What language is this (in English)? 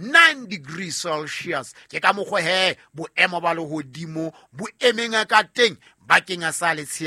Southern Sotho